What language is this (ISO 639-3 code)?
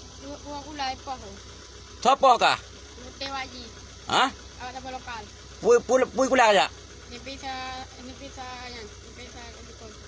ace